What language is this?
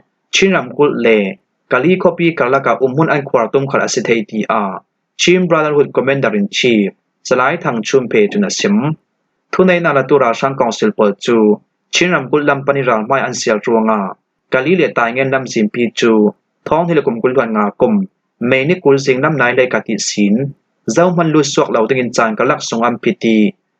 Falam Chin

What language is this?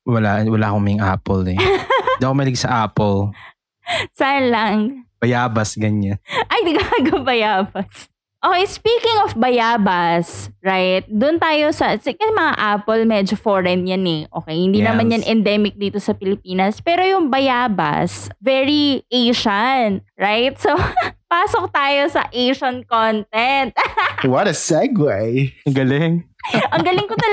Filipino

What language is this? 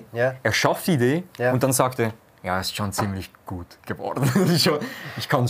Swiss German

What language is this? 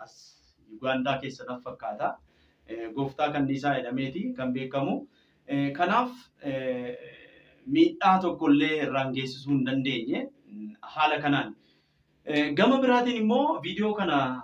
Oromo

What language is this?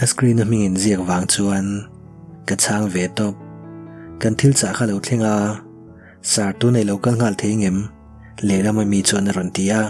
Mizo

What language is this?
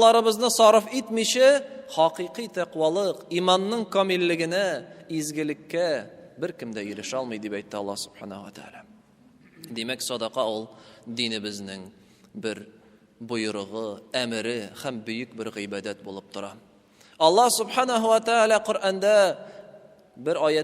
Tatar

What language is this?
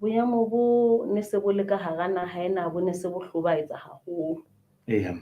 Southern Sotho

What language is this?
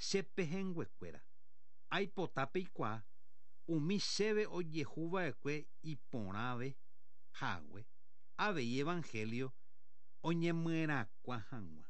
Guarani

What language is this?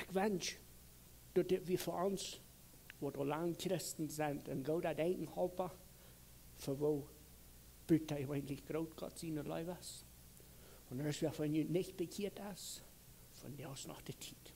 Plautdietsch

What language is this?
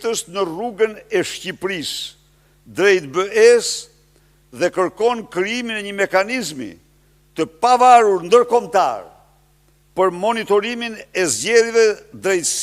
Albanian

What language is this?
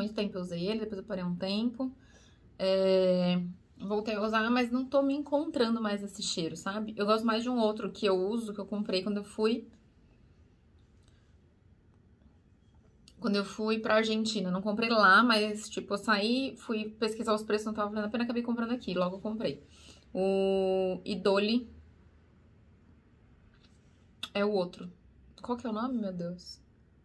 Portuguese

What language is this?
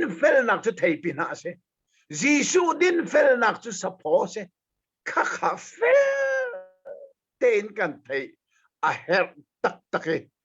Hakha Chin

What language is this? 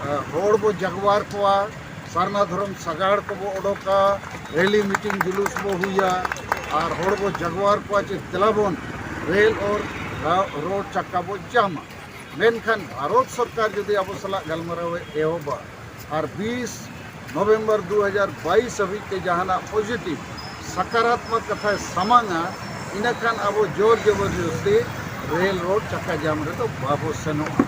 Santali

